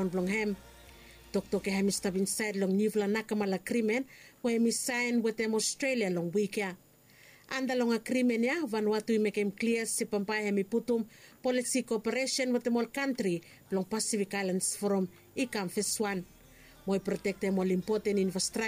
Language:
Bislama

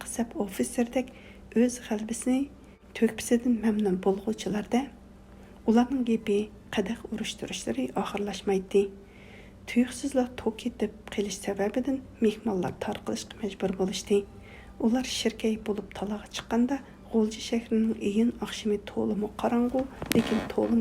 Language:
Uyghur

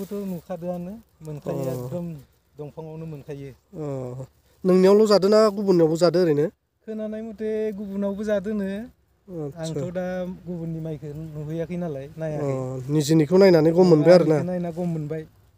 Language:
Bodo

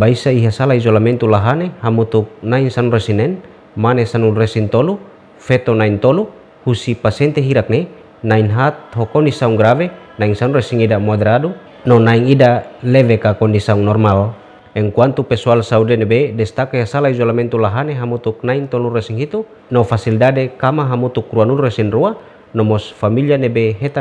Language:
Tetum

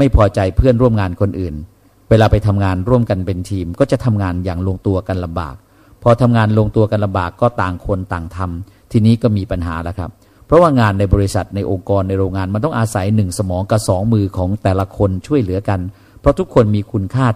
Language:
Thai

